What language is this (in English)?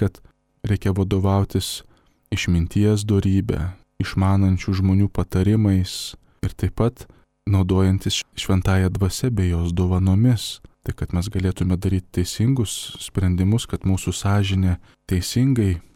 Lithuanian